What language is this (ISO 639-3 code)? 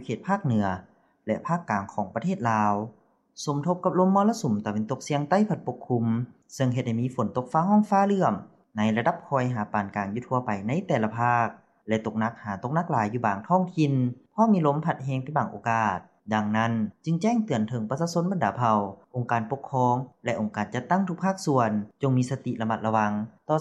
lao